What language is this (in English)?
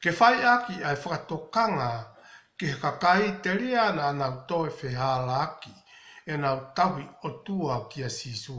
Tongan